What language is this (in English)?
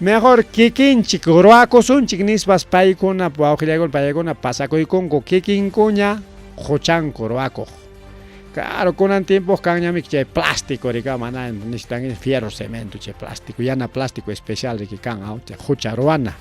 Ayacucho Quechua